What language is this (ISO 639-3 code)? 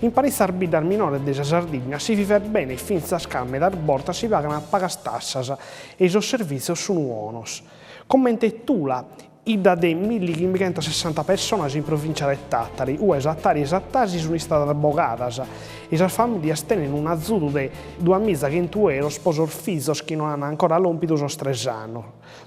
srd